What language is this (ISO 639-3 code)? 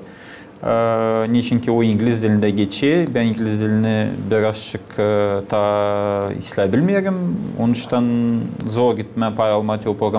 gag